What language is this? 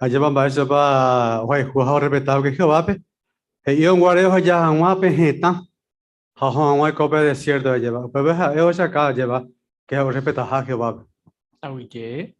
Guarani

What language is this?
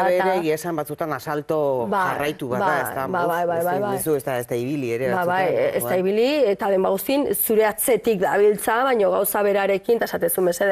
Basque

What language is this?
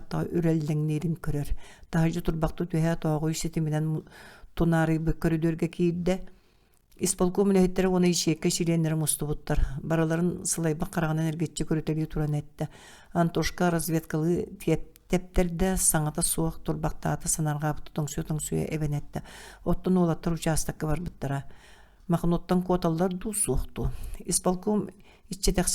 Yakut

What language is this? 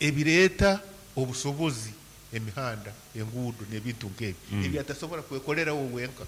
Nyankole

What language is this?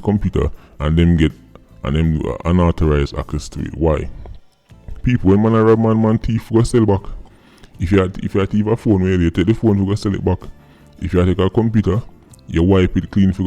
Jamaican Creole English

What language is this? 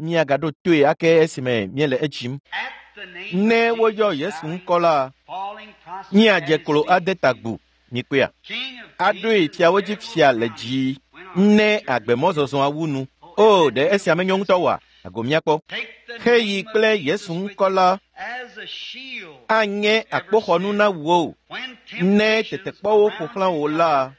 Ewe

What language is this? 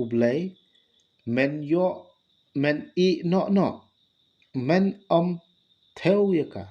Khasi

